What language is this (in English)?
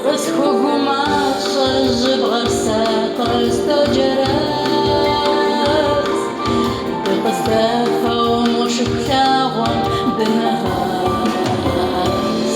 Kabardian